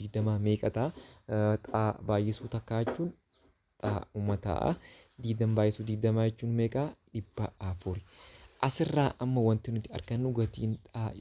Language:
Oromo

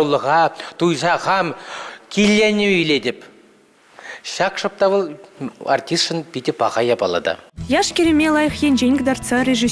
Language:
Chuvash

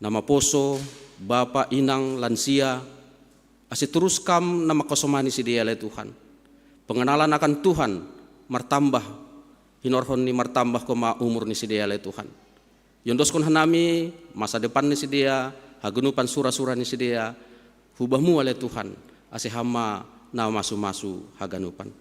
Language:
Batak Simalungun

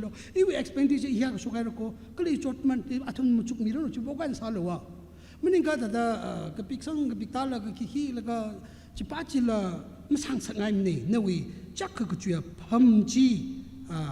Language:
Tangkhul Naga (India)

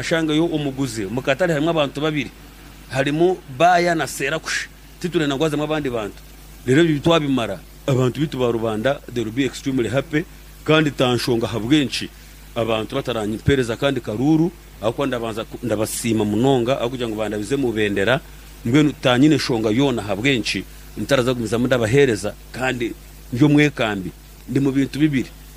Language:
Nyankole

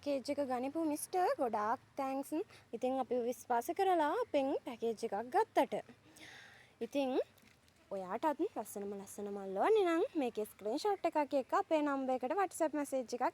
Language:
Sinhala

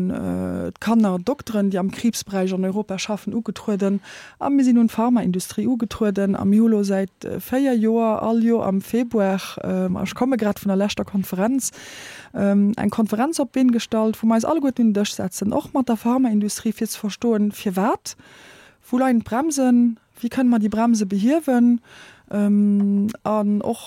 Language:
Luxembourgish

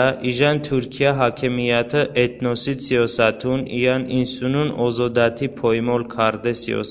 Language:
Talysh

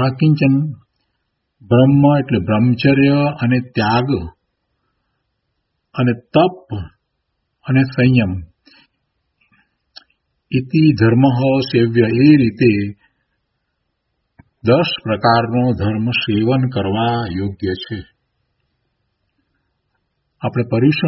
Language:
Gujarati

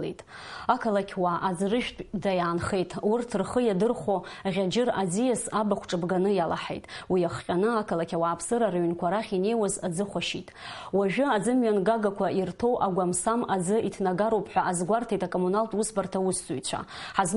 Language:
Abkhazian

